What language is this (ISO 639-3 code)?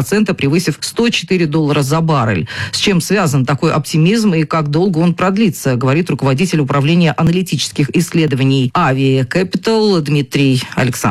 rus